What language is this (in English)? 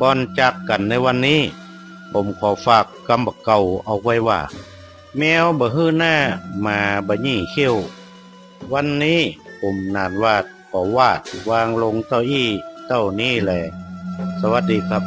Northern Thai